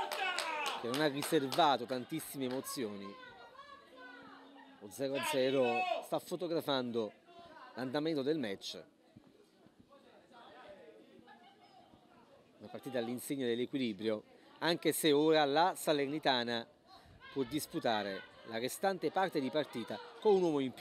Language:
Italian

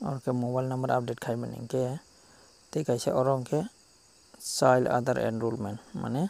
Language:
Kok Borok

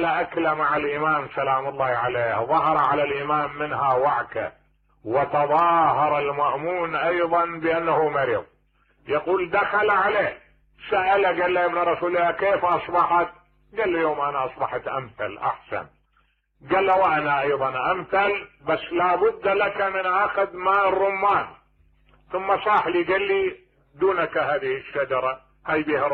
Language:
Mesopotamian Arabic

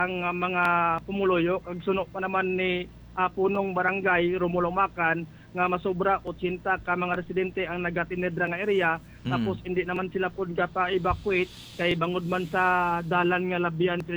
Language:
Hiligaynon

